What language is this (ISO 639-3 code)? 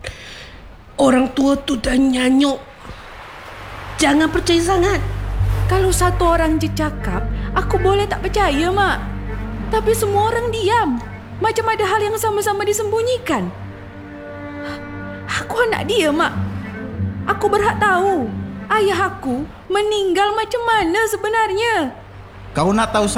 msa